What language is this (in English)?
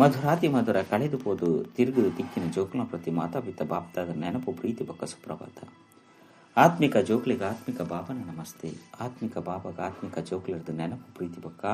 Tulu